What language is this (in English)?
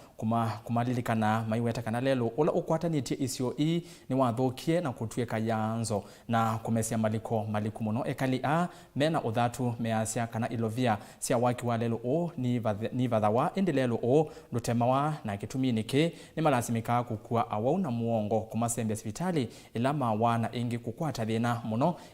Kamba